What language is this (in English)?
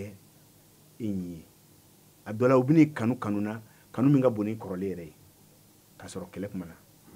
Bambara